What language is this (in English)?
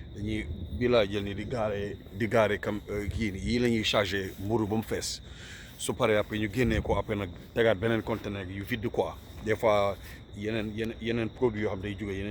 Wolof